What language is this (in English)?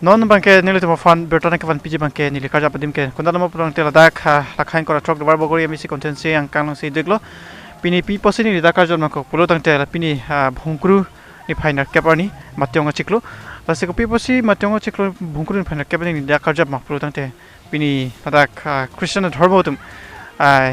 Karbi